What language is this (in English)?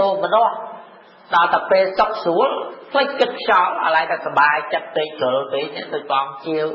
Khmer